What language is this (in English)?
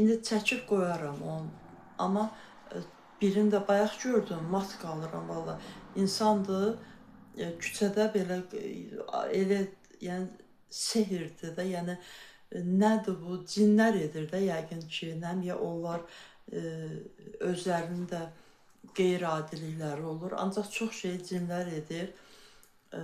Azerbaijani